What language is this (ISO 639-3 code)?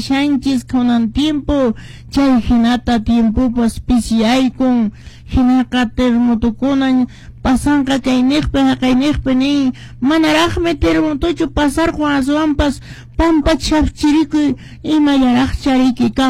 que